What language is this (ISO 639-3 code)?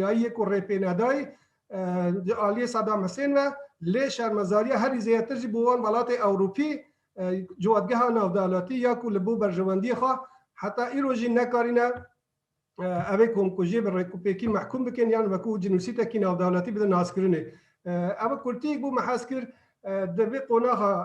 kur